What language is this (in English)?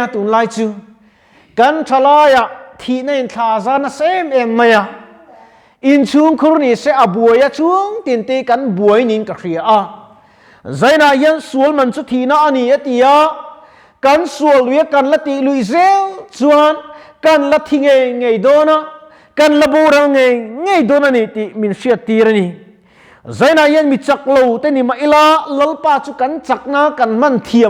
Mizo